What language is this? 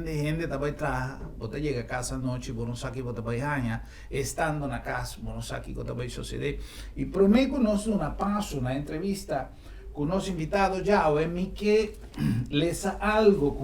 Papiamento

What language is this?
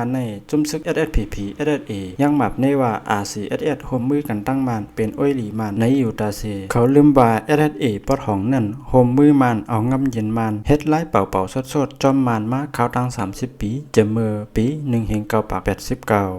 Shan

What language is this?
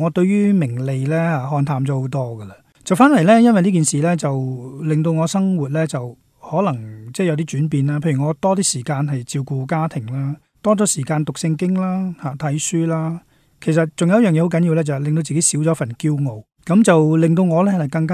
Cantonese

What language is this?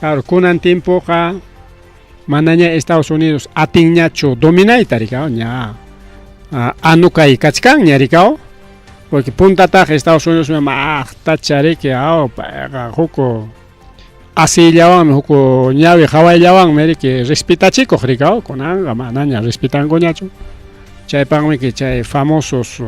Ayacucho Quechua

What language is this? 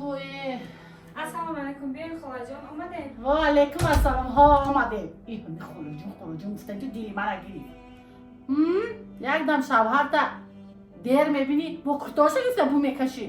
Tajik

